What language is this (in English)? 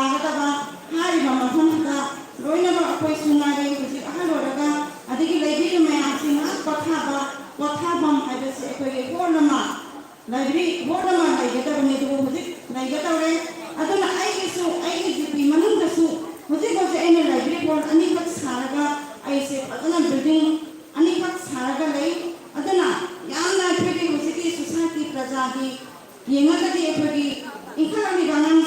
Manipuri